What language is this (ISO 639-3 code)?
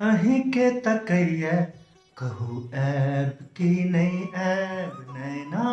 mai